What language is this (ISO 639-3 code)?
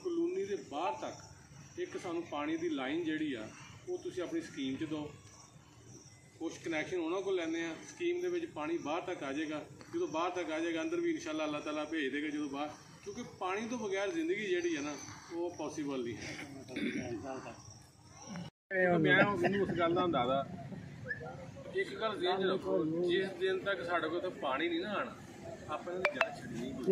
pan